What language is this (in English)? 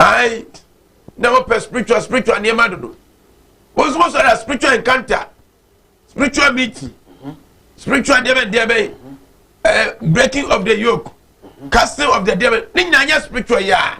Akan